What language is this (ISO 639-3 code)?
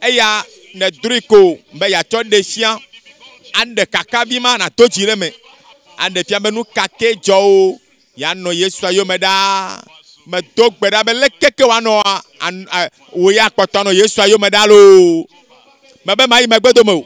ewe